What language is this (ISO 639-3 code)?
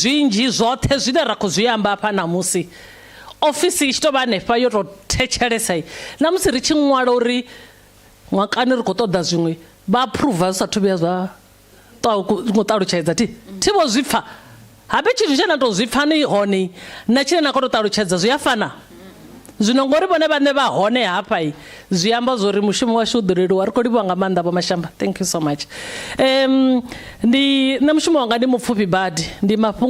ven